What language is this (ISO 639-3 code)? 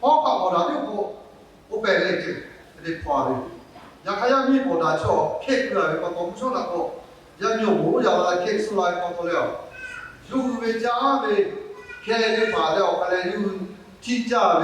lhu